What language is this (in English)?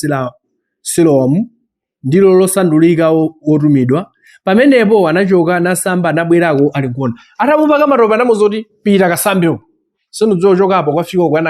Nyanja